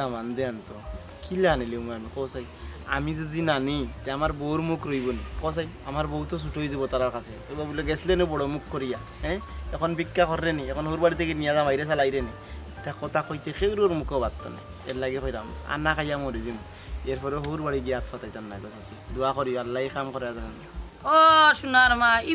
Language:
Sylheti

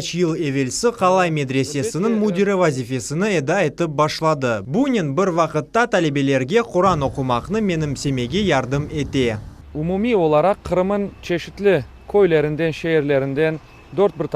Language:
Crimean Tatar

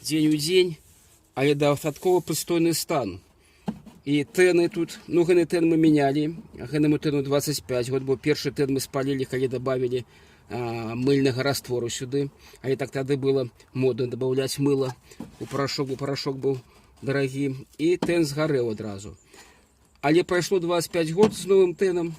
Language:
Belarusian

